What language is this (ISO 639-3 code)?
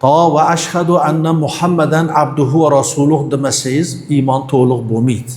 uzb